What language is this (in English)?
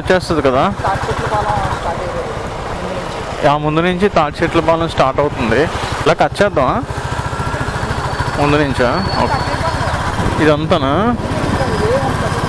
Telugu